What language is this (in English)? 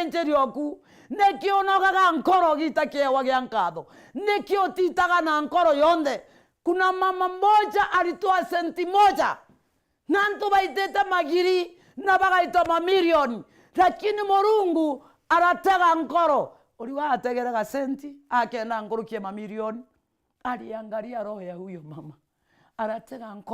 Meru